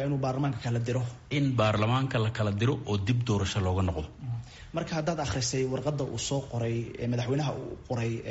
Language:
Somali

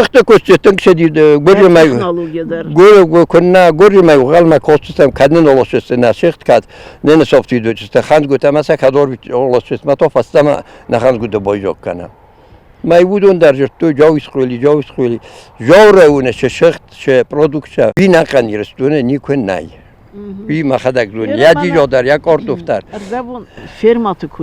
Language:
Ossetic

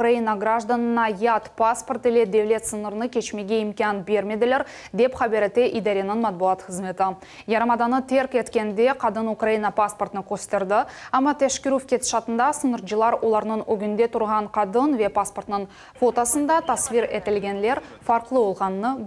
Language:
Crimean Tatar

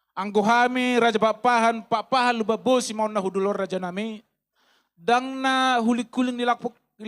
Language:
Batak Toba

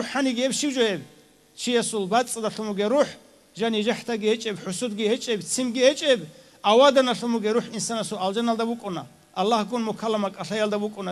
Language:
Avaric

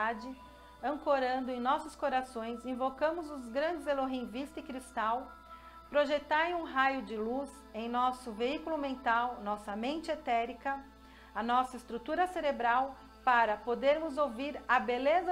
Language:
Portuguese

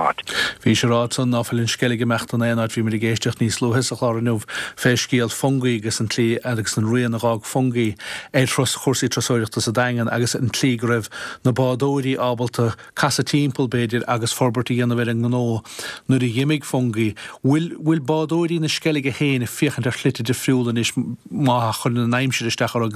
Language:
Irish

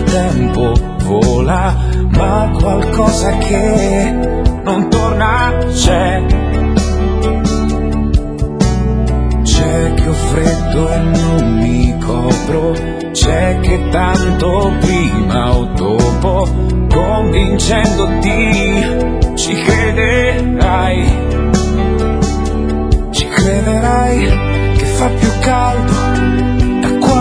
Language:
Italian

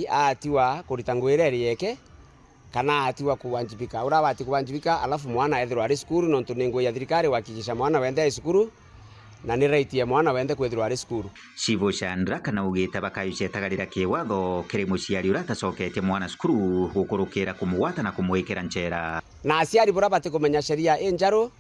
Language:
Meru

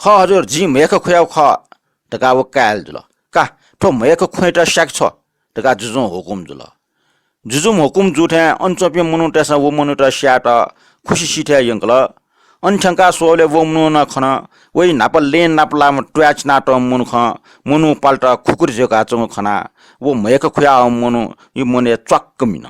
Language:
Newari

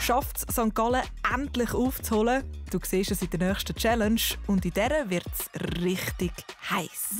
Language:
Swiss German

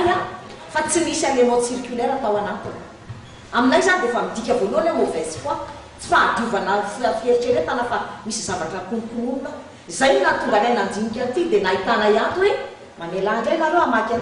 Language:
Malagasy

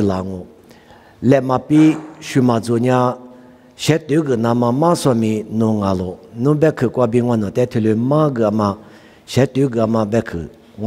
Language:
Lisu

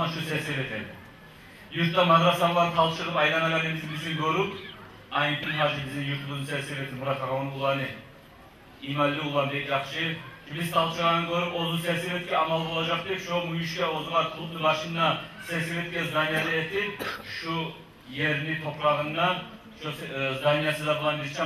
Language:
Kumyk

